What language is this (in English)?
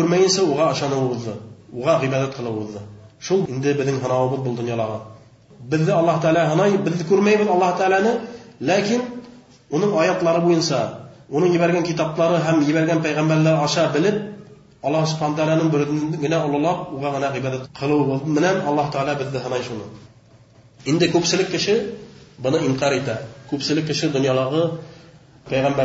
Bashkir